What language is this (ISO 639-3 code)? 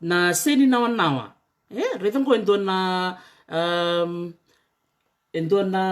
fij